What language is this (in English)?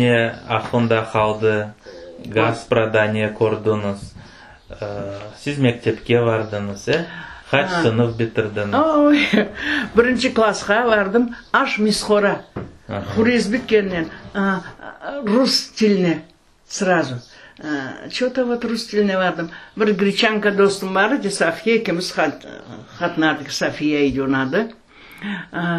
Crimean Tatar